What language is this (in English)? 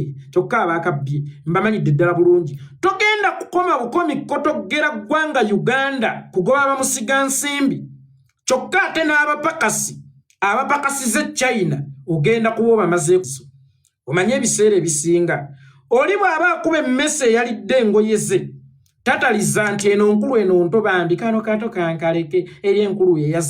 Ganda